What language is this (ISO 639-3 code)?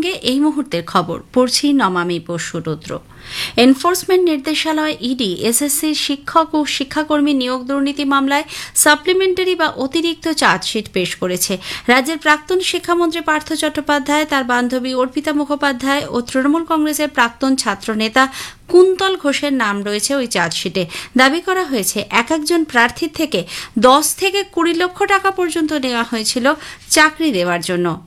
ben